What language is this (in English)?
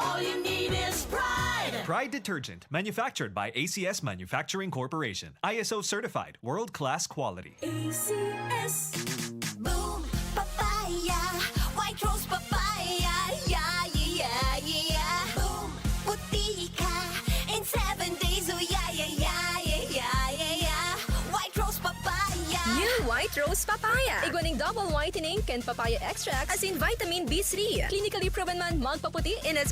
Bikol